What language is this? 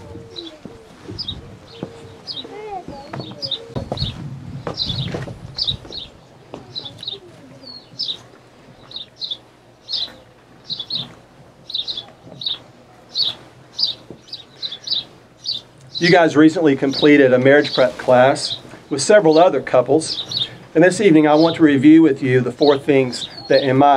English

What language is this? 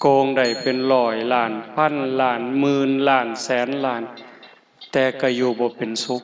Northeastern Thai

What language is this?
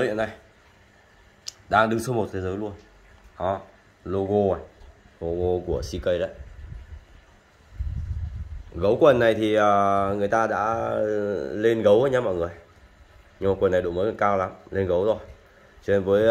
Vietnamese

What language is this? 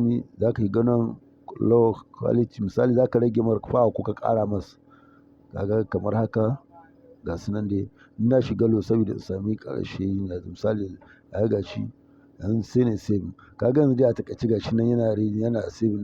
Hausa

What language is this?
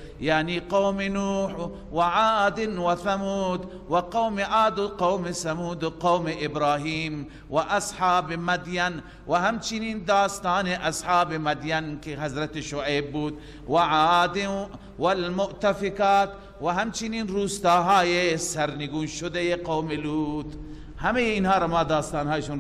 Persian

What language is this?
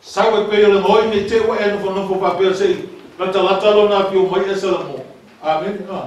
Samoan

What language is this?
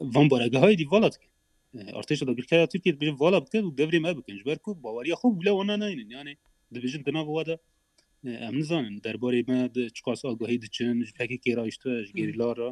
Kurdish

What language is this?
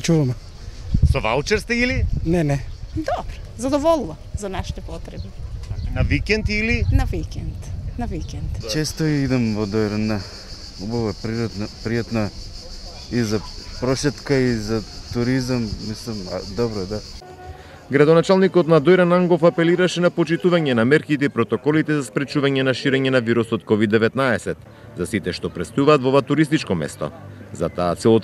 Macedonian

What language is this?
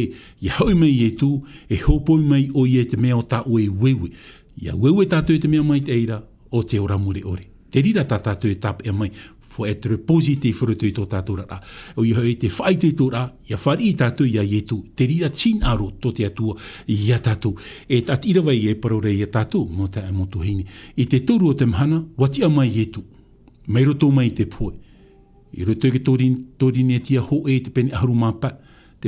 Tahitian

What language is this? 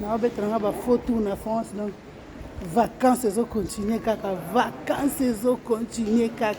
Lingala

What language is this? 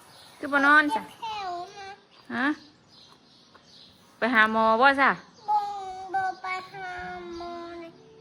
Northeastern Thai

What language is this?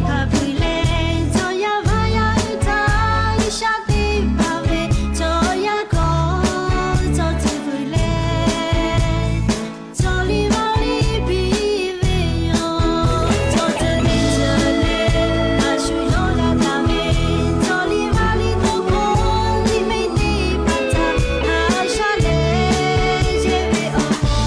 Lahu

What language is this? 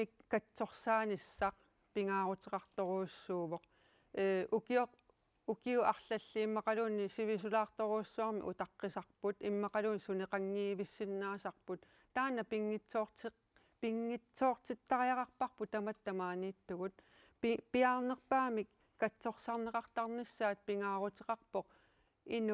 Kalaallisut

